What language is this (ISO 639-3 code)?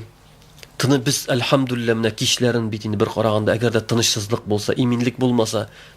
tat